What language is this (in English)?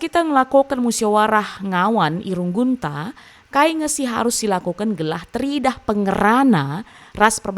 Batak Karo